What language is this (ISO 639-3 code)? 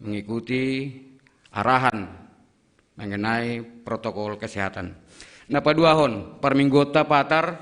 bts